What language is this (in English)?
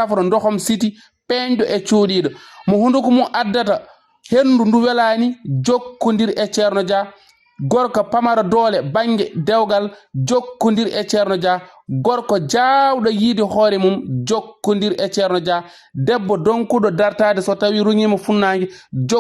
Fula